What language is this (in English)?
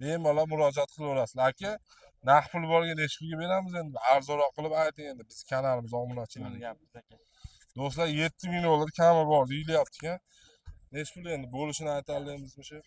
Uzbek